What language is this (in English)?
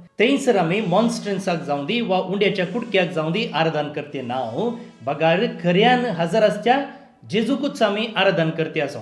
Konkani